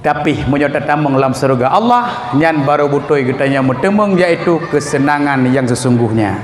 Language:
Achinese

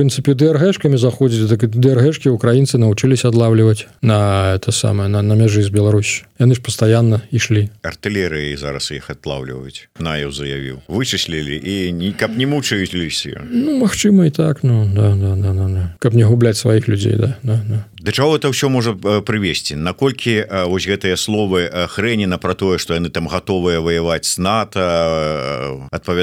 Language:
Belarusian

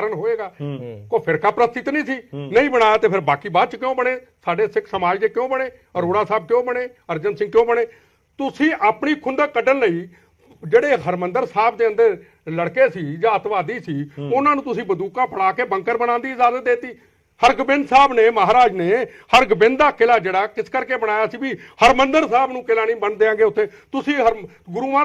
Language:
Punjabi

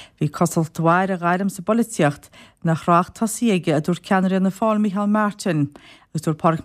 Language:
Irish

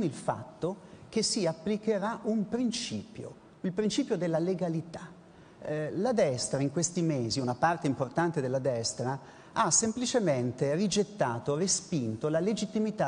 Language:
Italian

